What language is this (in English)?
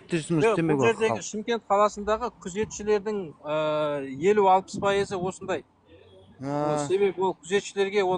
Kazakh